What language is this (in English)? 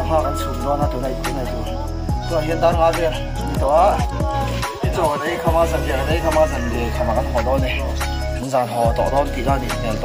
Mizo